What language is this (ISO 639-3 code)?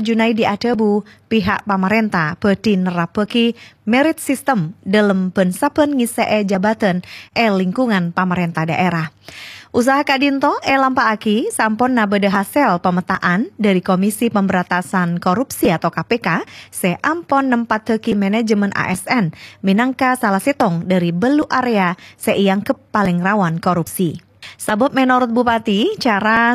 mad